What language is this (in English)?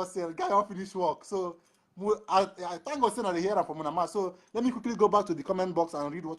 Nigerian Pidgin